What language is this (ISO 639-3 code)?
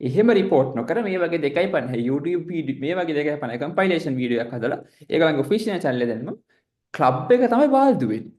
sin